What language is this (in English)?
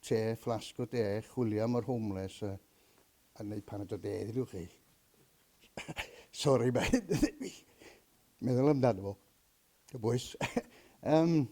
Welsh